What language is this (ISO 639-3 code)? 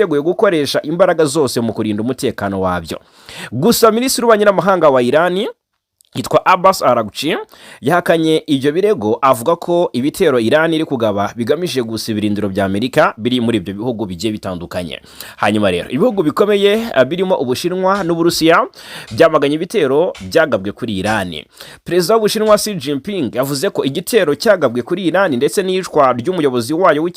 kin